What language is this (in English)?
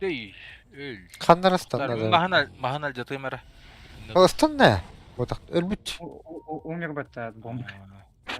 Yakut